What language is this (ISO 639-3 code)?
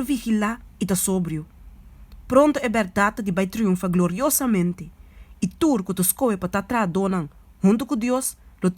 pap